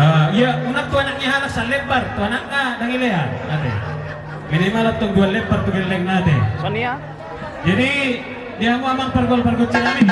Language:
Batak Toba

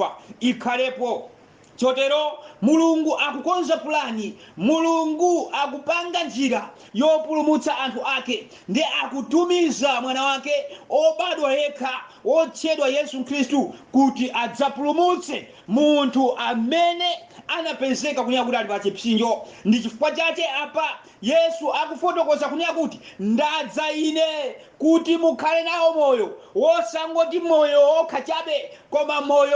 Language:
Nyanja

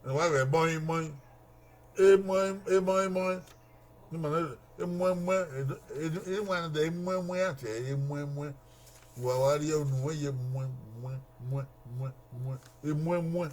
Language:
Bini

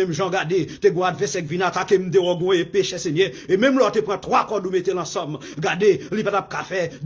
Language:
Haitian Creole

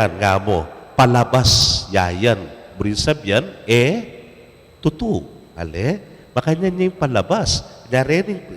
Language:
Pampanga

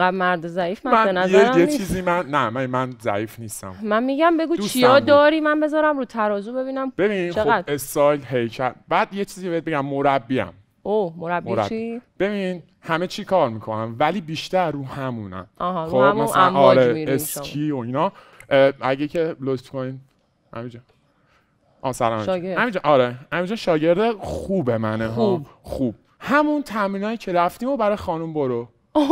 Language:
Persian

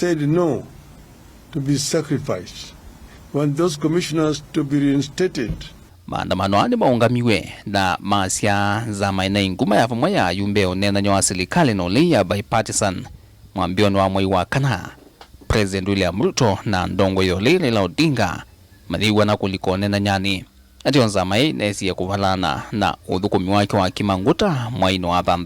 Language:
Kamba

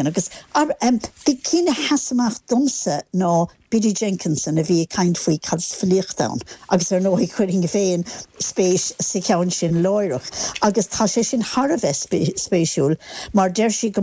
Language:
Irish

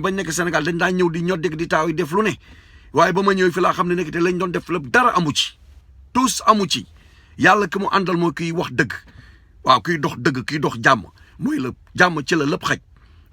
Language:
Wolof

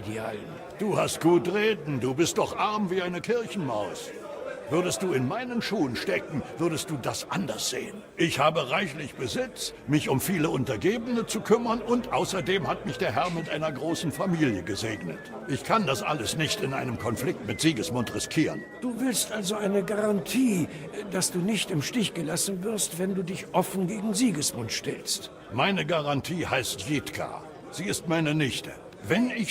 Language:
Bavarian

